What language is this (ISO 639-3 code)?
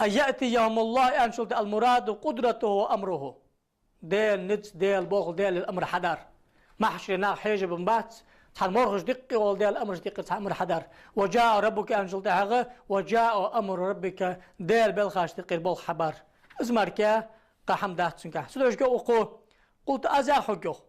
inh